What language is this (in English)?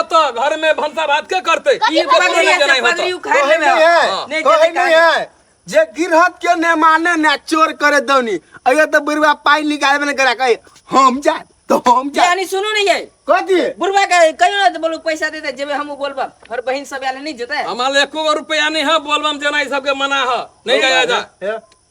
Maithili